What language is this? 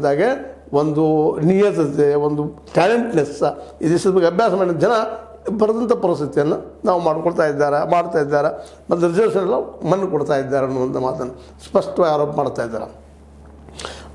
Kannada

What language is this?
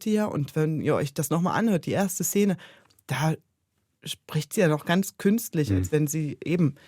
Swiss German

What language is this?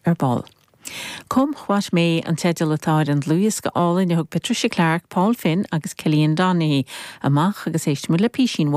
Irish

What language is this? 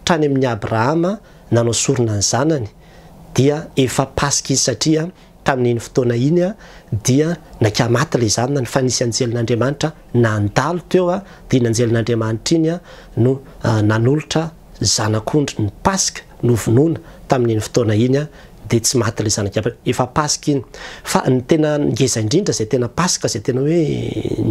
Malagasy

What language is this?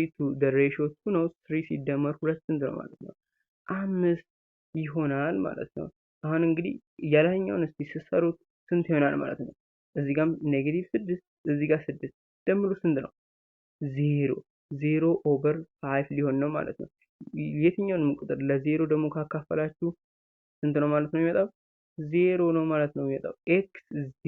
Amharic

